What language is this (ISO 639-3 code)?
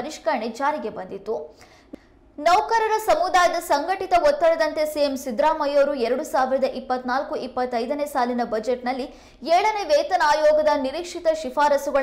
kan